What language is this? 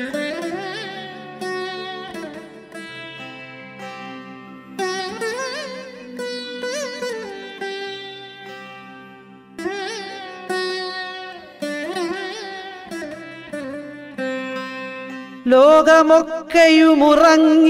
Malayalam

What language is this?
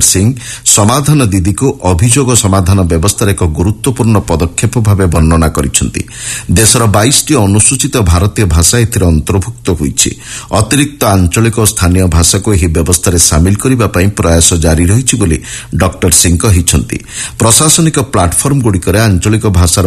Odia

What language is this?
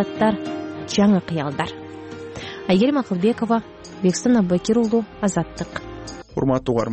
Kyrgyz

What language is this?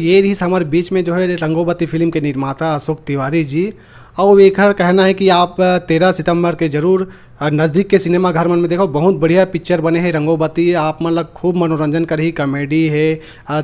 Chhattisgarhi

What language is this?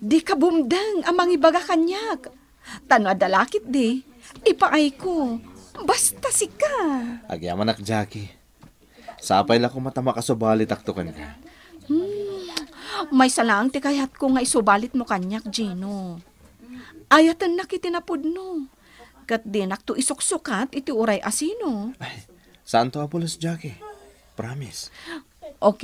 Iloko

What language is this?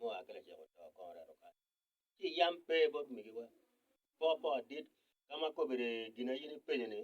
Acoli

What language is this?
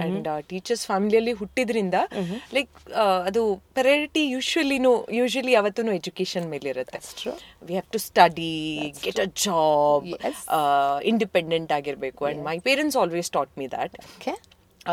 Kannada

